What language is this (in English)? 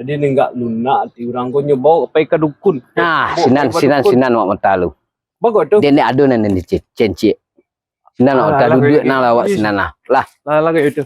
Minangkabau